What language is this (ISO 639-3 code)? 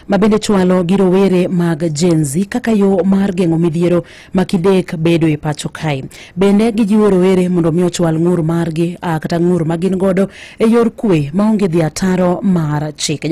luo